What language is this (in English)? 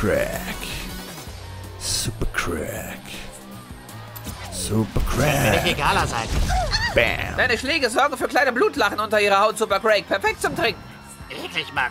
German